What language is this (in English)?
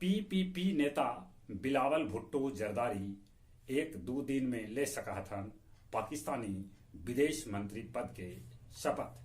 Magahi